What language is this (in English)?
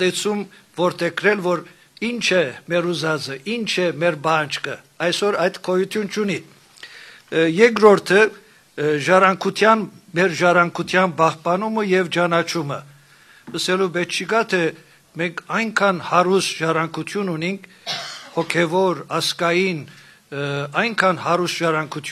Armenian